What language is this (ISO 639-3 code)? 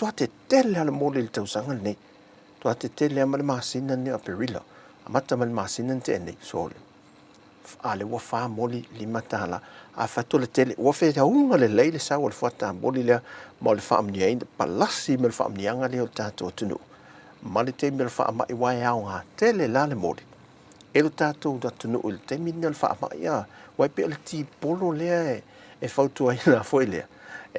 smo